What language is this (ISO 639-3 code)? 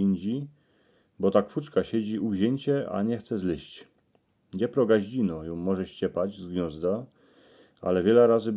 szl